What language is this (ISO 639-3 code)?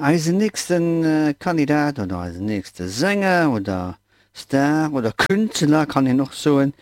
ltz